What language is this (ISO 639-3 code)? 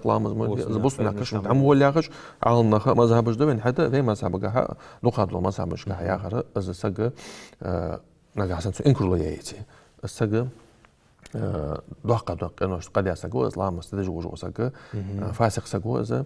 inh